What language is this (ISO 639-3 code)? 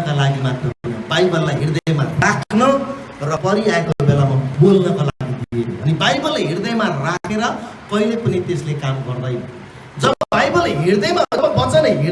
nep